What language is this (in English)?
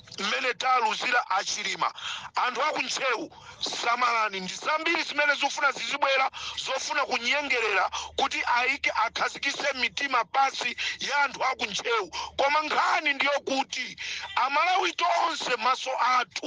Nyanja